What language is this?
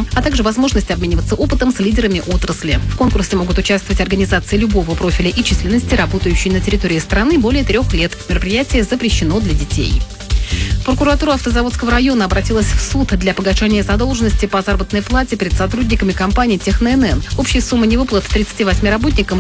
Russian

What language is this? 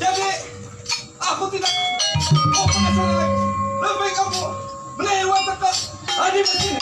Banjar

